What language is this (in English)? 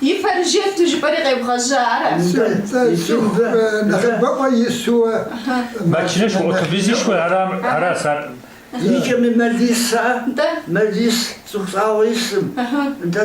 Kabardian